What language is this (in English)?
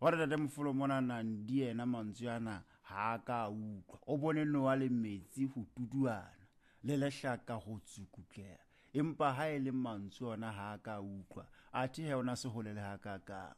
Southern Sotho